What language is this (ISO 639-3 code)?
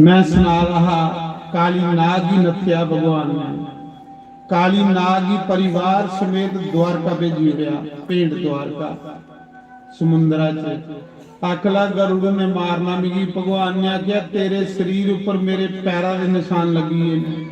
doi